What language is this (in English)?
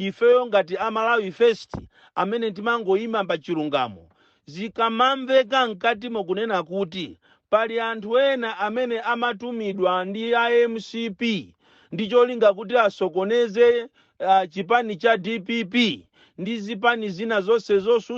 Nyanja